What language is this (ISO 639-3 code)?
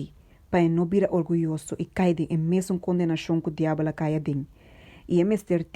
pap